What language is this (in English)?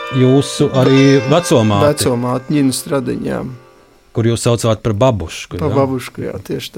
Latvian